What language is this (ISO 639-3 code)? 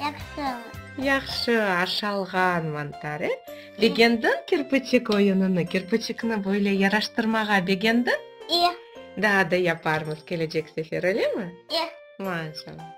crh